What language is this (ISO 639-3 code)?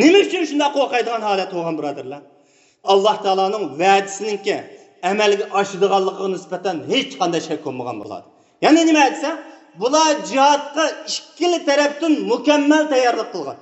uig